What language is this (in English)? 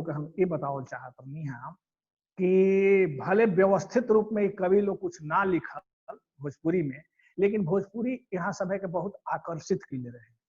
Bhojpuri